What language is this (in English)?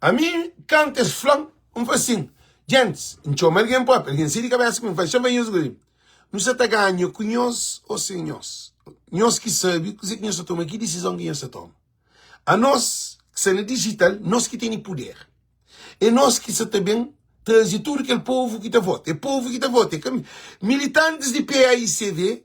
Kabuverdianu